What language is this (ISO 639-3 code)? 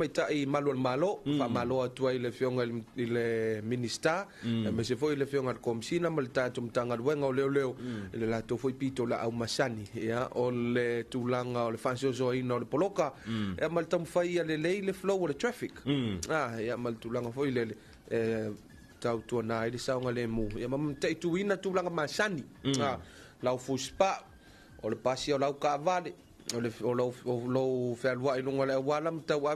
smo